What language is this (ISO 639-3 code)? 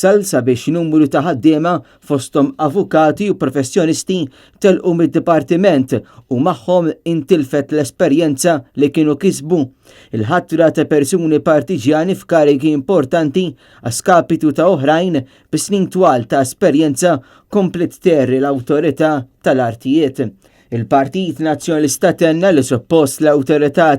mlt